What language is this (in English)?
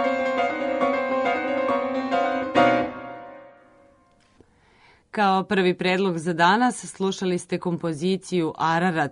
Serbian